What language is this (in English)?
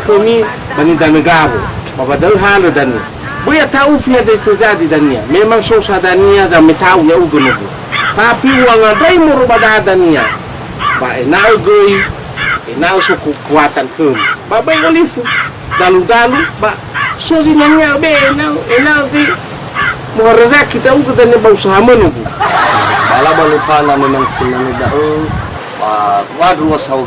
Nias